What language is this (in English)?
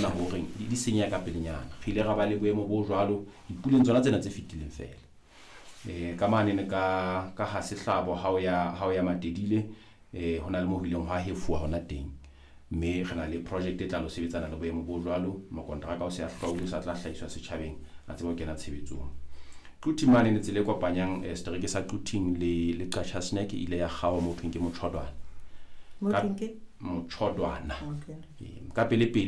Southern Sotho